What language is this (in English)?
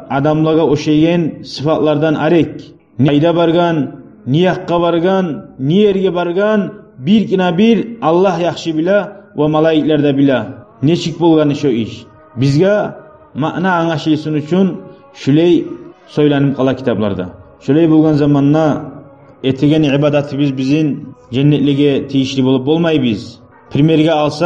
Kumyk